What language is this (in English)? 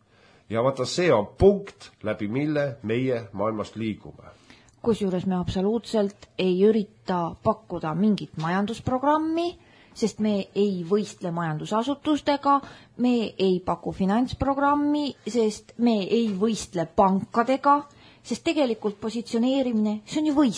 Estonian